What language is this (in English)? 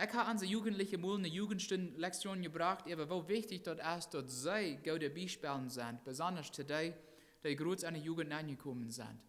Plautdietsch